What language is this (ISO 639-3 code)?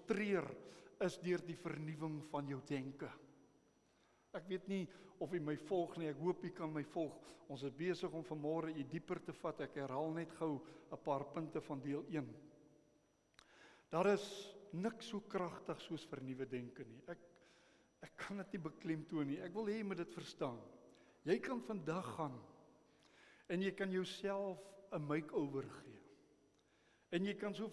afr